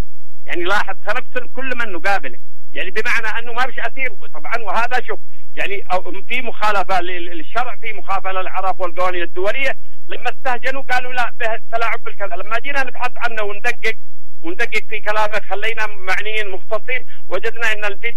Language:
Arabic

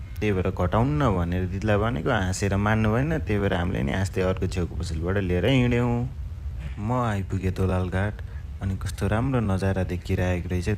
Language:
Nepali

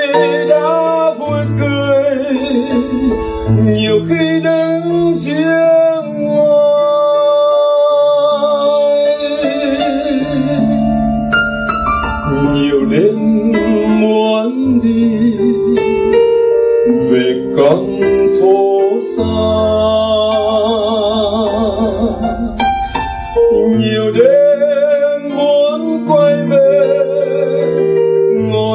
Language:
Vietnamese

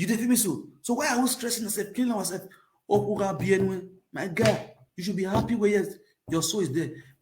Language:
Nigerian Pidgin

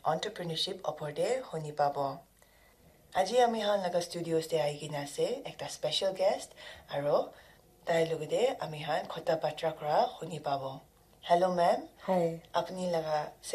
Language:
Naga Pidgin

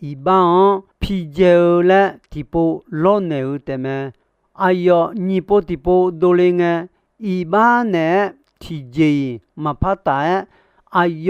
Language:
Akha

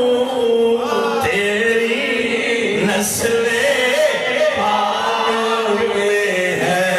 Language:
Saraiki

